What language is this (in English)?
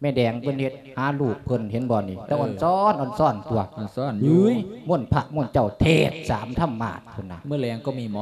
Lao